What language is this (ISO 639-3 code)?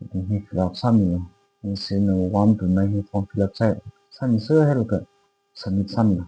nmf